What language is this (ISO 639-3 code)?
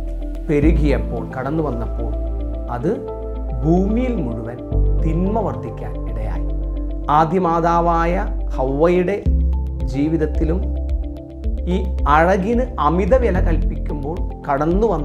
mal